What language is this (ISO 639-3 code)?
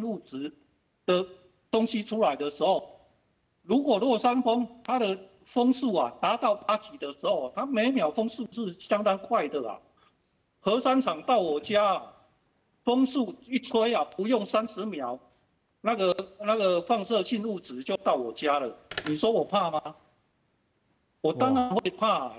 nan